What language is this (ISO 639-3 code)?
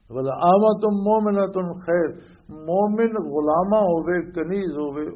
lah